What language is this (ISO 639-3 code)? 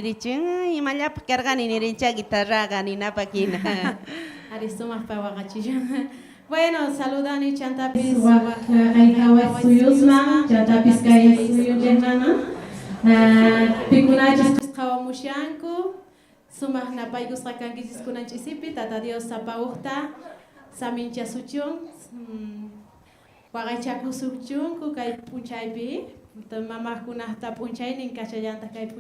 quh